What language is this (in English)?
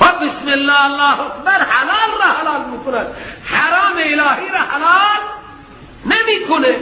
Persian